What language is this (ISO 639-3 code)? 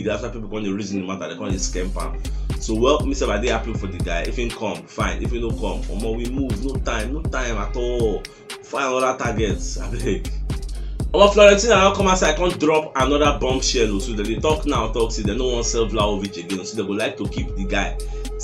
pcm